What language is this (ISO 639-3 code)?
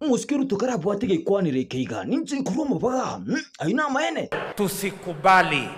guz